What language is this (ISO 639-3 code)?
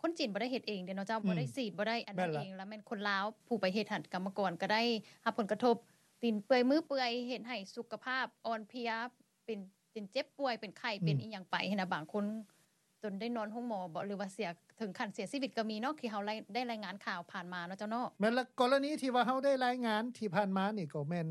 lao